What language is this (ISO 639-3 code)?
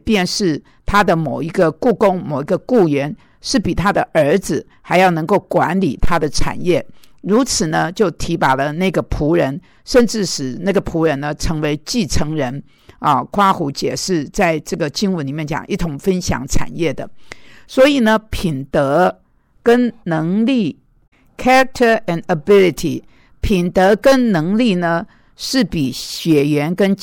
zho